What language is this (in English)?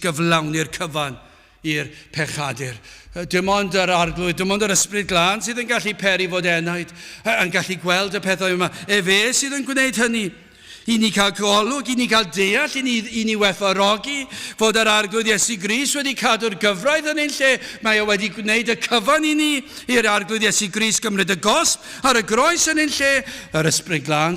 Welsh